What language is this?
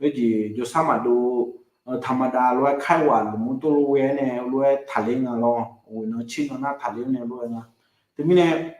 Akha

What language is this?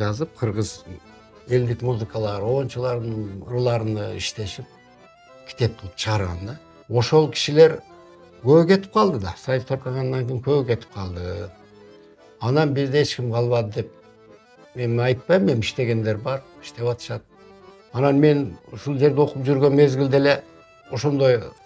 Kyrgyz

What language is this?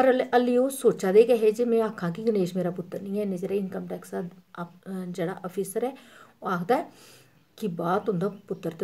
Dogri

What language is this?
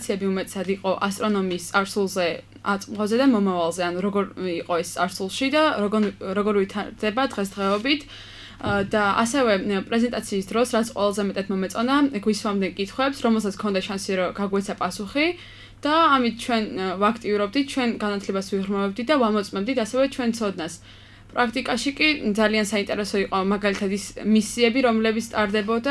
Georgian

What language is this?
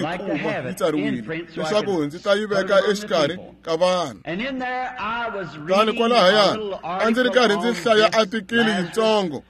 Tsonga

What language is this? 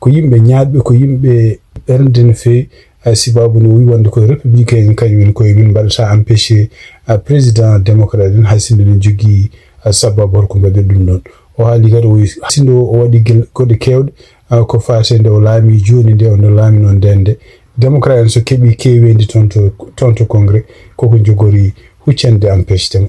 Fula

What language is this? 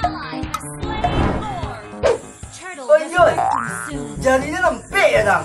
Minangkabau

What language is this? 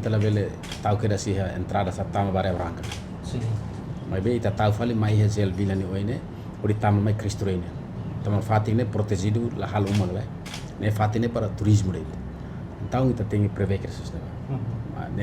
Tetum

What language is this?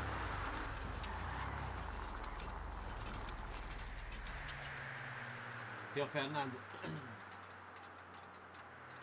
Hungarian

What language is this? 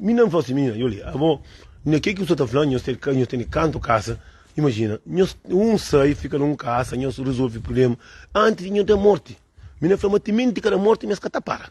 Kabuverdianu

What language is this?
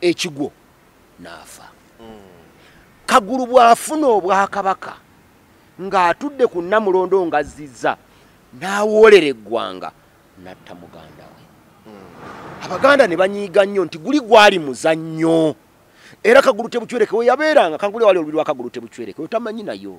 Ganda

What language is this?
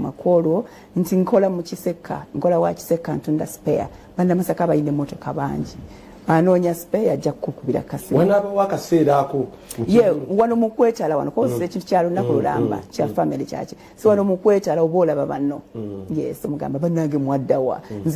Ganda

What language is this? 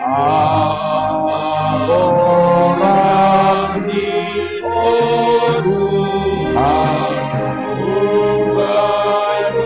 Batak Simalungun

